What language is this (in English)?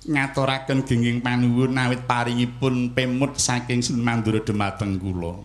Javanese